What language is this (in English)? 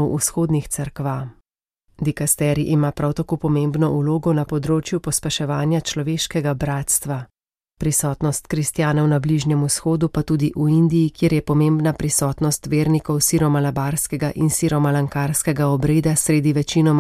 Slovenian